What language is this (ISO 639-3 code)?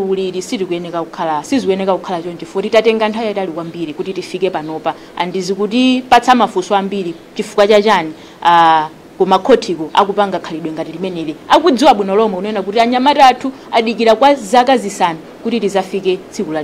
nya